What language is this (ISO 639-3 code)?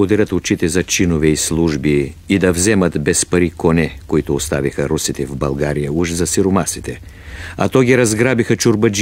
bul